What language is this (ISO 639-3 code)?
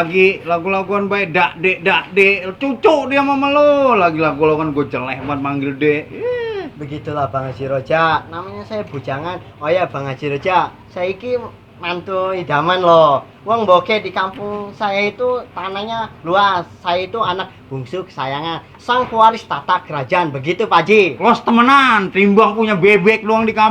bew